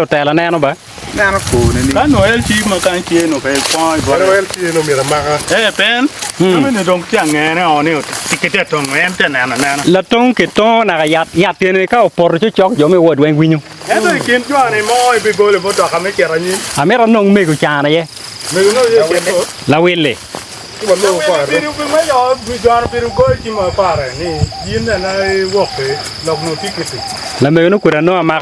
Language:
Acoli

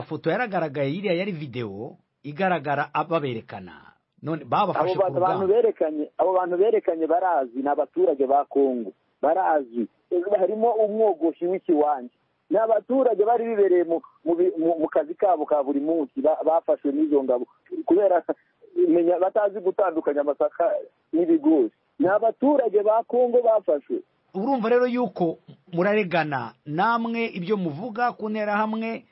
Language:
Kinyarwanda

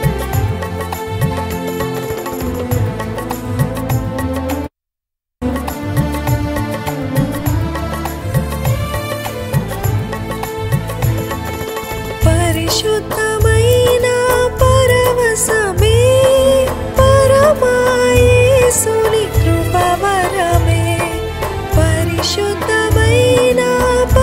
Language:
Telugu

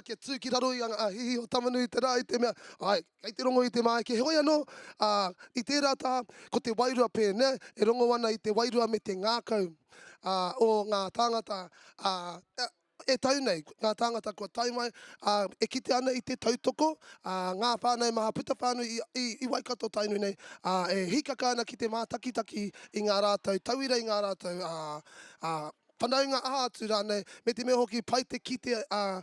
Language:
Māori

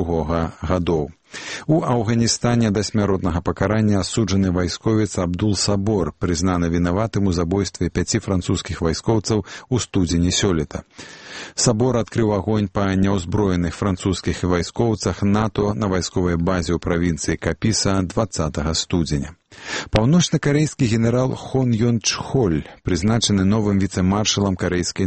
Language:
Belarusian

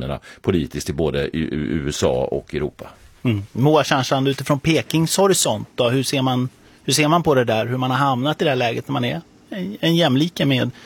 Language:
Swedish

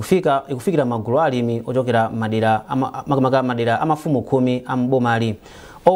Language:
Nyanja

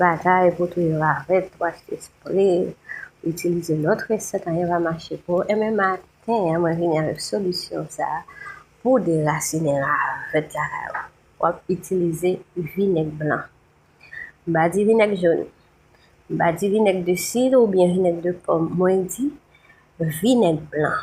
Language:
Haitian Creole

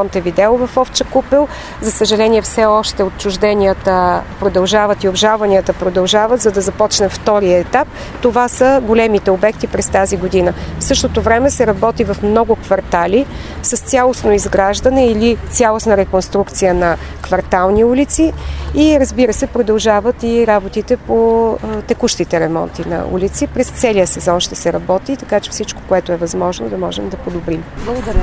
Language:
Bulgarian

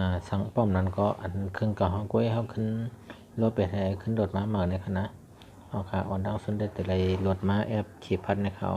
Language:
Shan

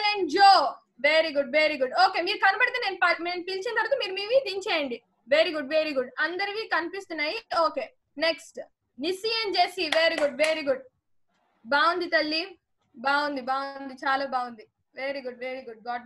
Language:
Telugu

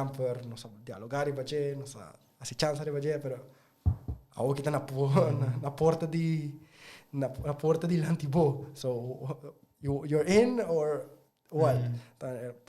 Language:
Papiamento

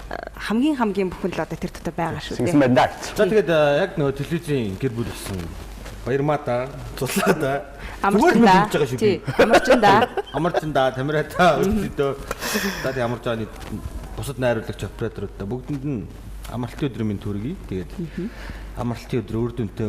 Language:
Mongolian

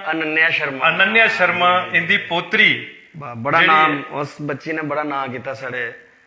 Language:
Dogri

